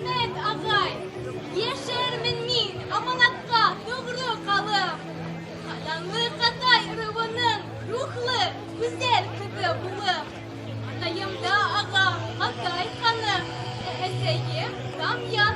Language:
Bashkir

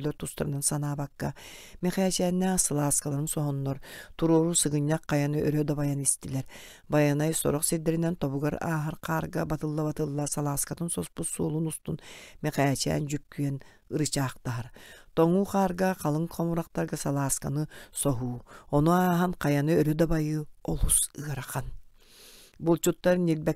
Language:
Yakut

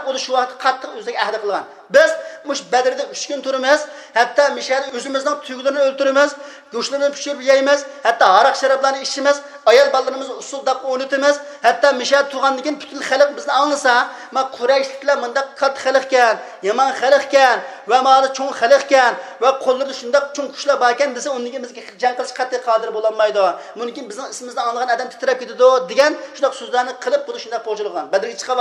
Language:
Uyghur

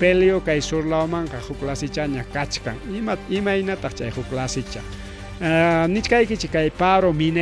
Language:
Ayacucho Quechua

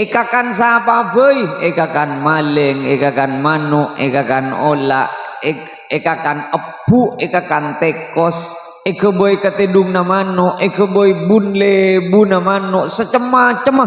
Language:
Madurese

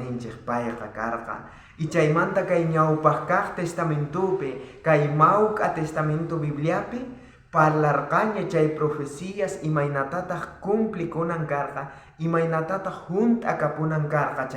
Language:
South Bolivian Quechua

